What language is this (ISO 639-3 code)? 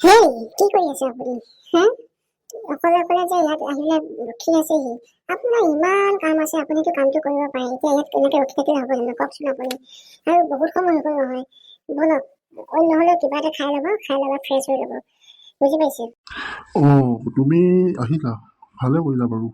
asm